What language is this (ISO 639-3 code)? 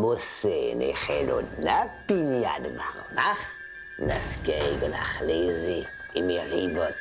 bre